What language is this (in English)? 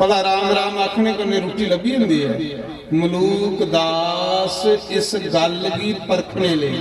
Dogri